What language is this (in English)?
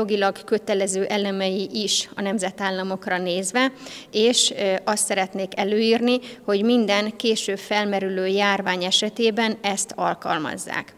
Hungarian